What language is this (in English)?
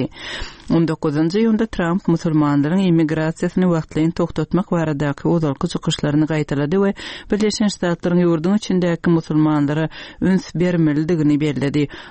Turkmen